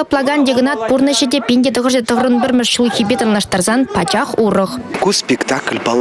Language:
Chuvash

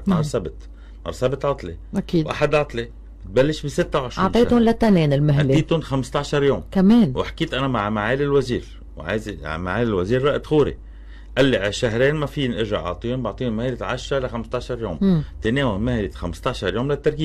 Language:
North Levantine Arabic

